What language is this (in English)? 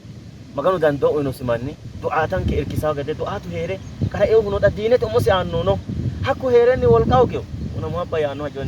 Sidamo